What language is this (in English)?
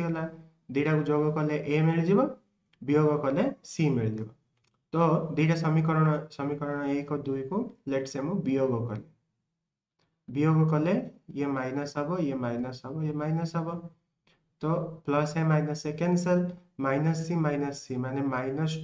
Odia